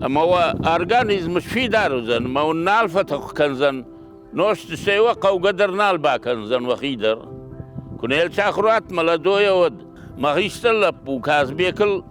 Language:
Ossetic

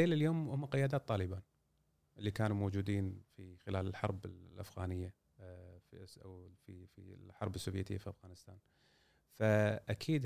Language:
Gulf Arabic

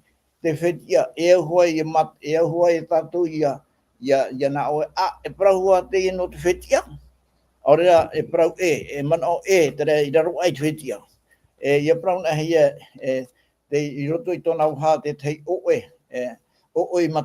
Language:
Tahitian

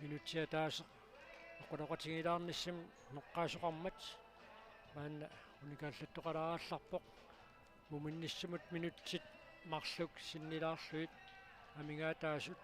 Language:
Kalaallisut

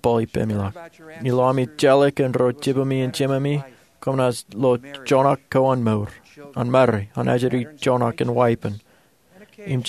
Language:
Marshallese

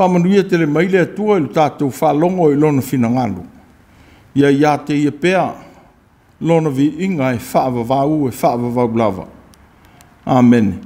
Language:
Samoan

